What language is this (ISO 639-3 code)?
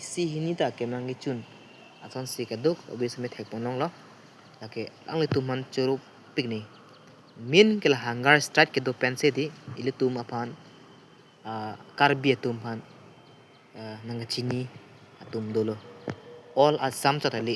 mjw